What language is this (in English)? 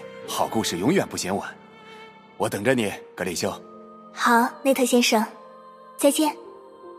Chinese